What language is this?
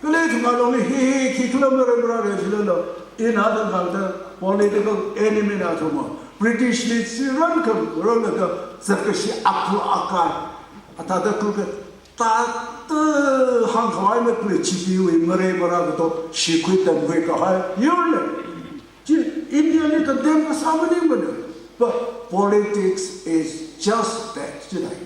Tangkhul Naga (India)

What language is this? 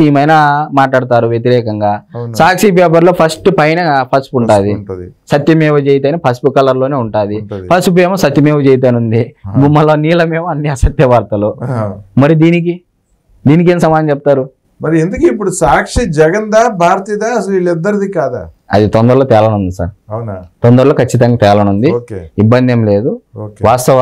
Telugu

